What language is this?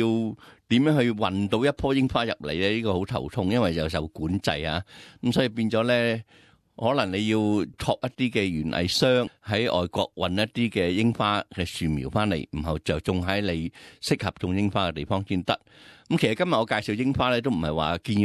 Cantonese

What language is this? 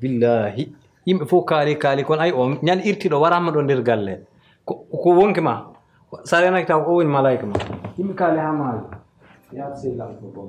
Fula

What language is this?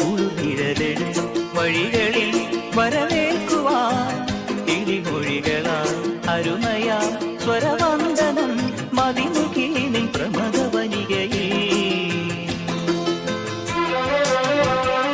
Malayalam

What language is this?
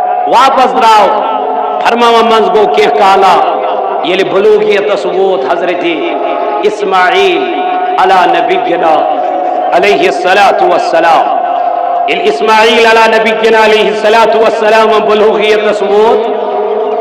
Kashmiri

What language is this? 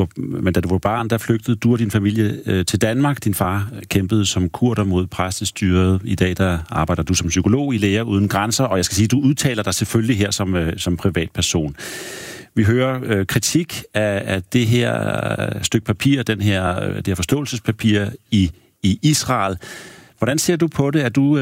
Danish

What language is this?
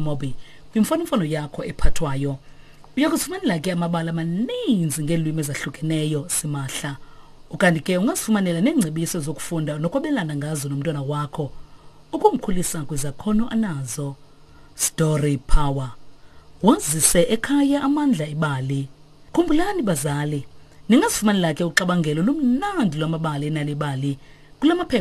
Xhosa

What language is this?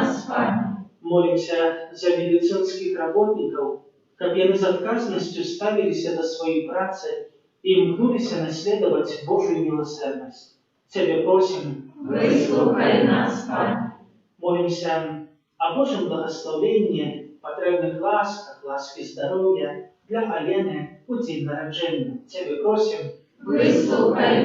Belarusian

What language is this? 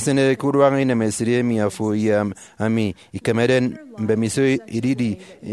Efik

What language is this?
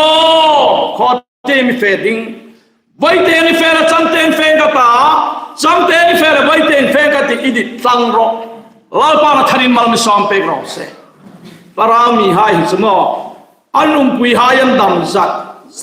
Hmar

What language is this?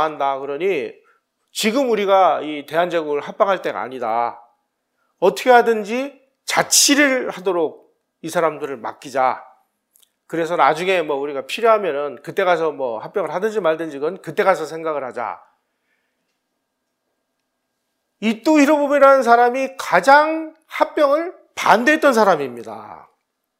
Korean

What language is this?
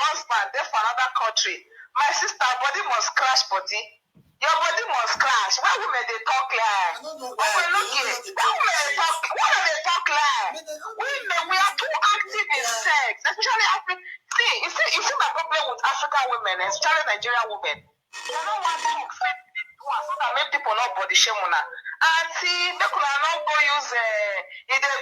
Nigerian Pidgin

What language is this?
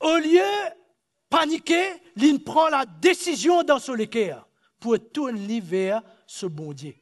Morisyen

